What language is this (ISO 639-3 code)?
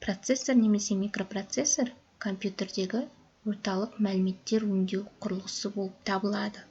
kaz